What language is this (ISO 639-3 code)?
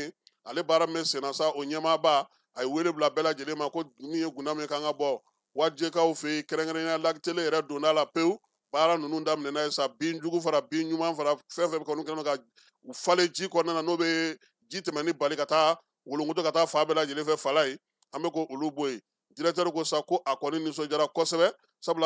bam